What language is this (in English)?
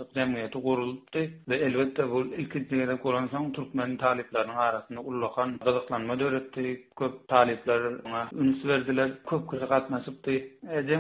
Turkmen